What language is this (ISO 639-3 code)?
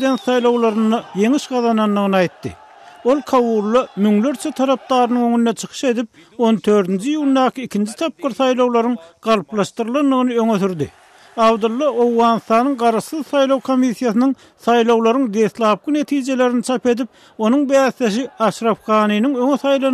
tuk